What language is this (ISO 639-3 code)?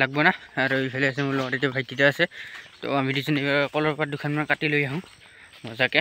asm